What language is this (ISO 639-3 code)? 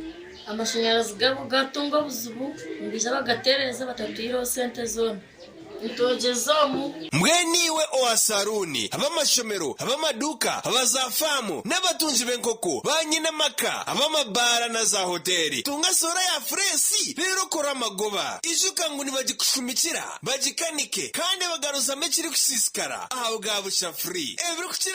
nyn